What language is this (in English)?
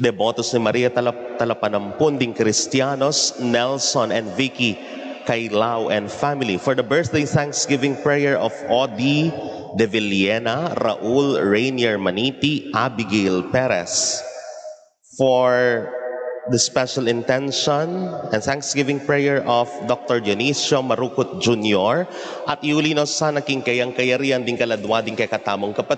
Pampanga